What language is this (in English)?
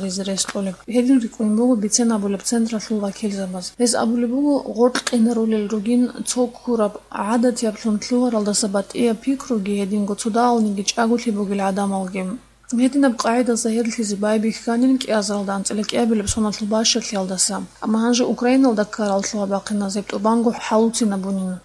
Avaric